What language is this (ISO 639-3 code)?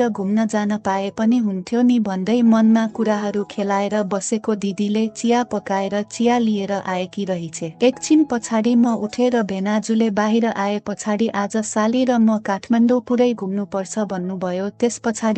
nep